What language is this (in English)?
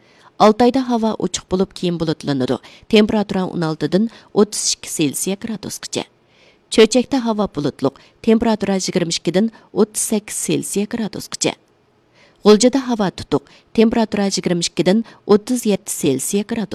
Uyghur